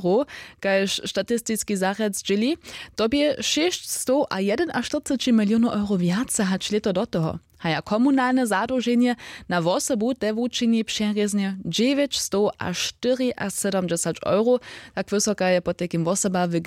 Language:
Upper Sorbian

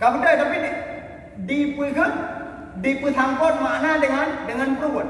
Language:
Achinese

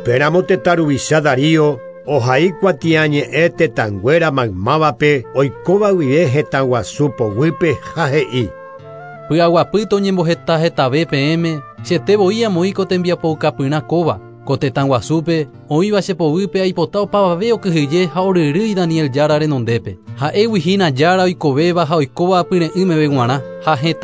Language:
Guarani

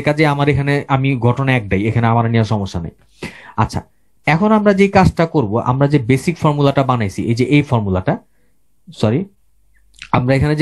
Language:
Bangla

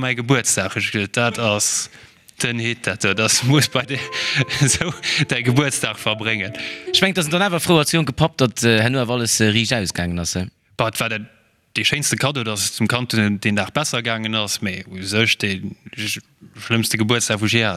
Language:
Luxembourgish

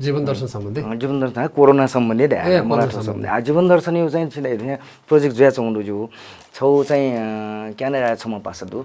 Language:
Newari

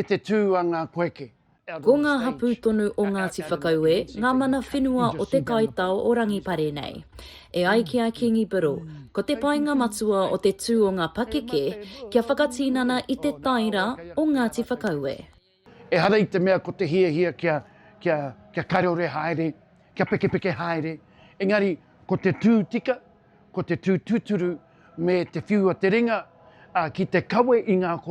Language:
Māori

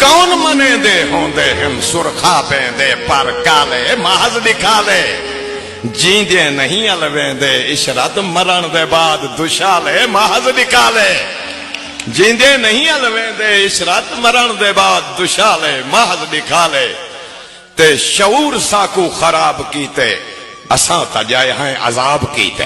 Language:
Saraiki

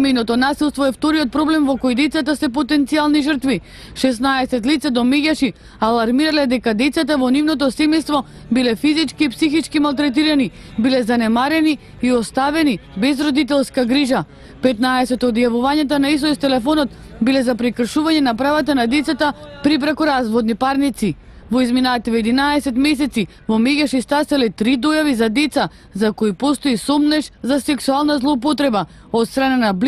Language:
Macedonian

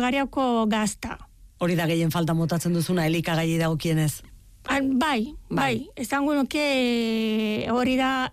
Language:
Basque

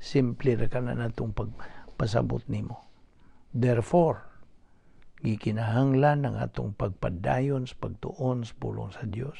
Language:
Cebuano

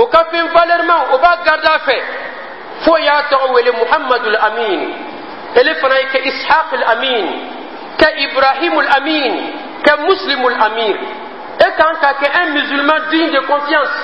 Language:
Dyula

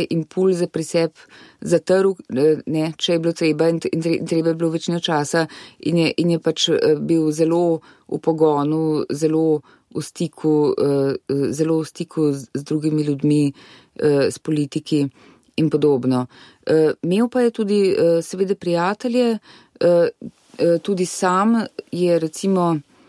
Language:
Slovenian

